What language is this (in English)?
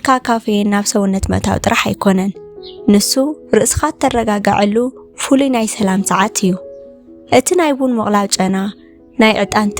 Tigrinya